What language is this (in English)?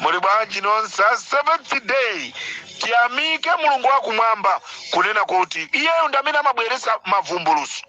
Nyanja